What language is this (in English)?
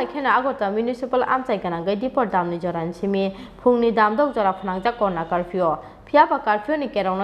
Kok Borok